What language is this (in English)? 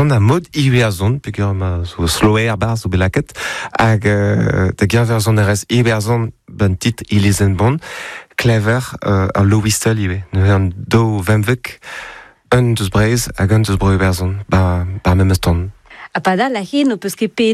Breton